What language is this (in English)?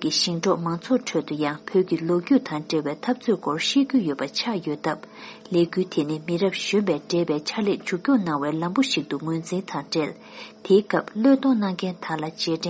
Tibetan